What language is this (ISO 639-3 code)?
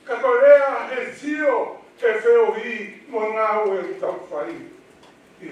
ton